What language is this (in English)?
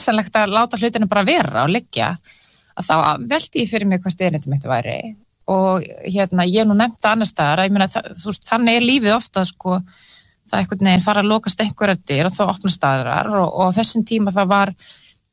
Icelandic